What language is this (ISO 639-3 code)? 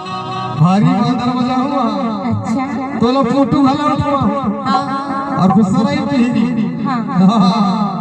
hne